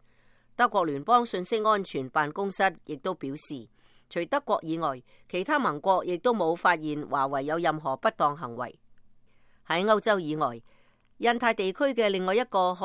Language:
Cantonese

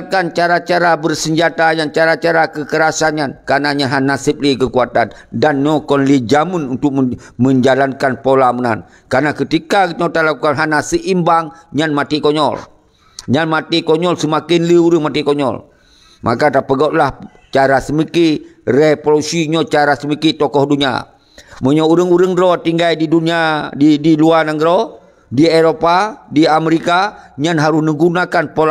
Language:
Achinese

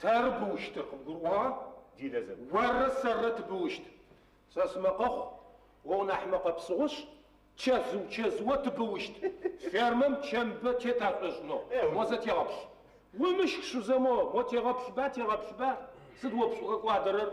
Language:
Adyghe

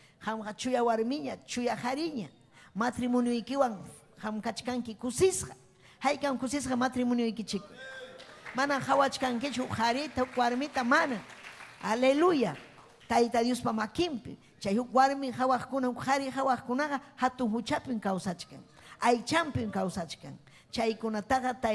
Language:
Ayacucho Quechua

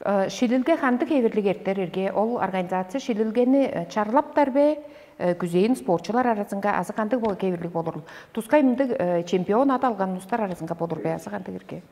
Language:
Tuvinian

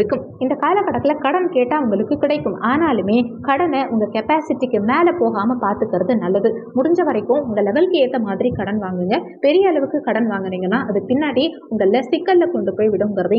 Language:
Tamil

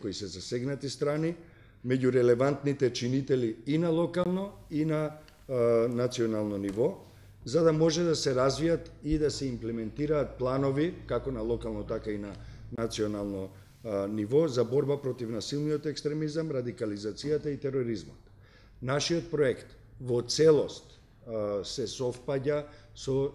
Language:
Macedonian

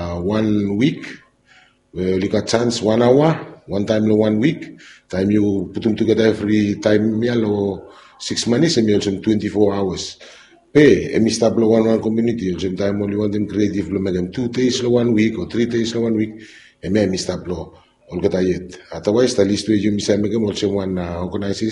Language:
Bislama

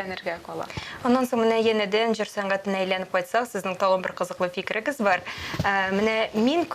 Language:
Tatar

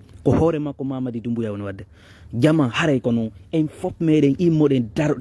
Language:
Fula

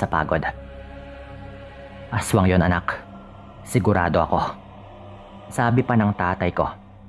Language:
Filipino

